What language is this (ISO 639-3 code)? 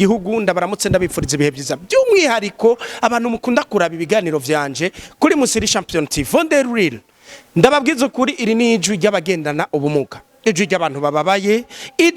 run